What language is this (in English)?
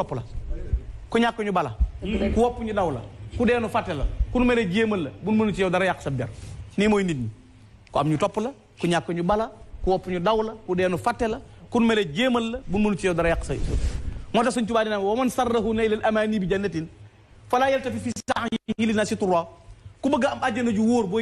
Wolof